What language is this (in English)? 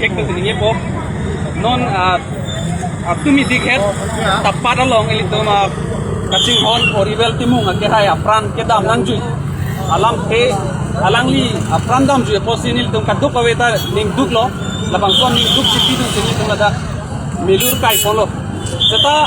Karbi